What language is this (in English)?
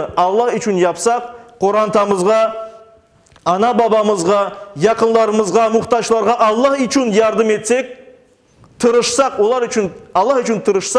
Crimean Tatar